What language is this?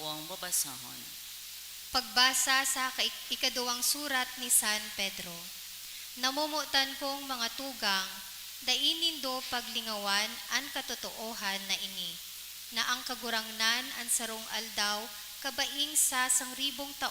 Bikol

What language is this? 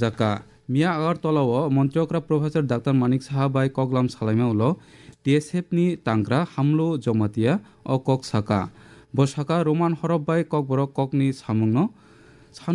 Kok Borok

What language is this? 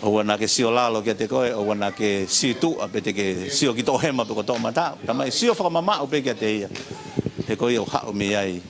Tongan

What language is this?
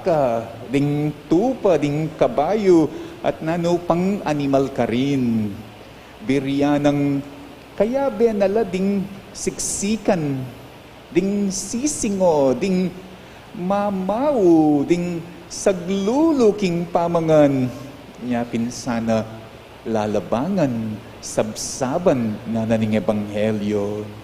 Pampanga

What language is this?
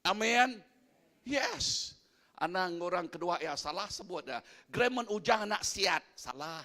Iban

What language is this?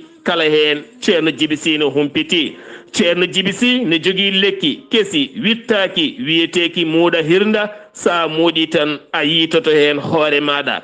Fula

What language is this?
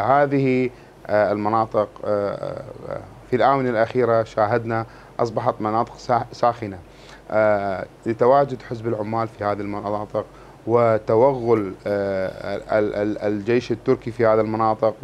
Mesopotamian Arabic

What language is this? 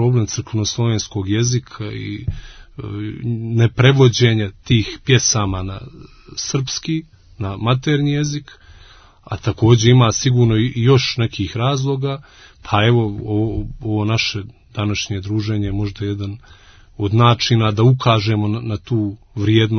Serbian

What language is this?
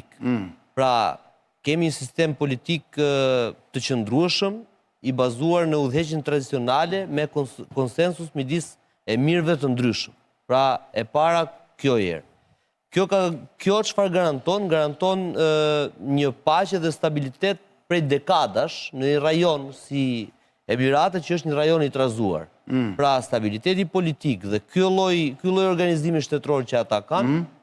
Albanian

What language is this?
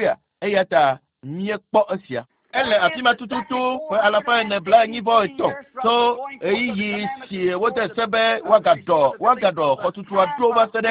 Ewe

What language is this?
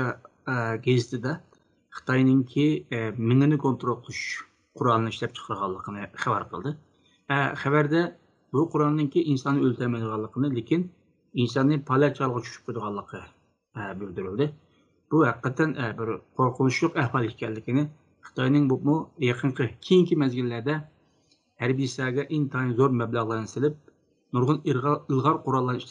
Uyghur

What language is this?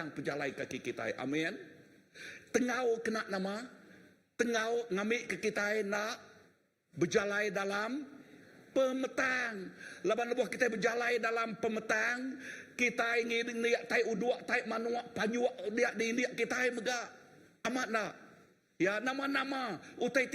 Iban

